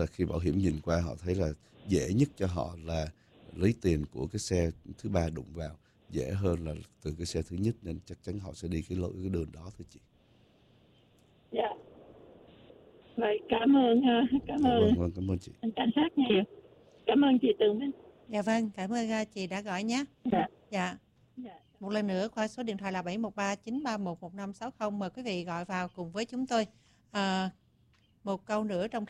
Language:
Vietnamese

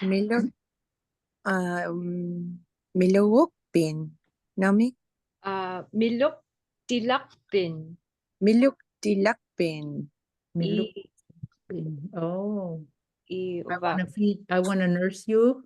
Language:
Inupiaq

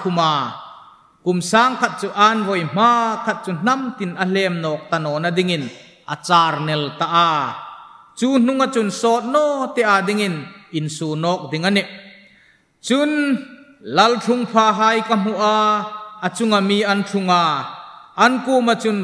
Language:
Hmar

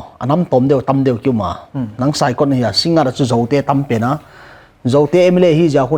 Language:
Paite Chin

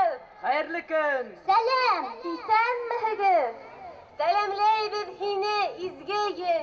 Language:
Bashkir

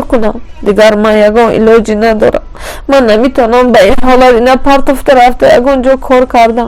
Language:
Tajik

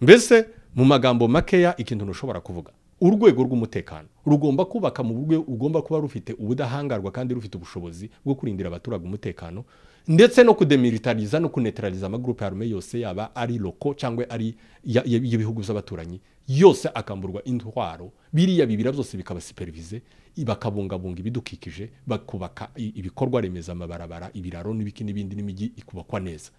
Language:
Kinyarwanda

